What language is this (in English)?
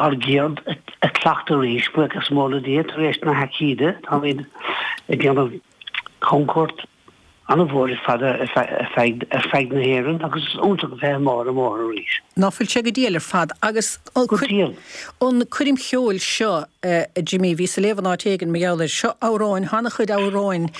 Irish